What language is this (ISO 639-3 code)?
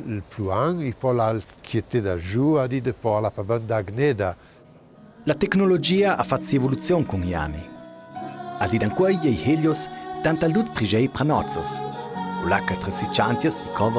lld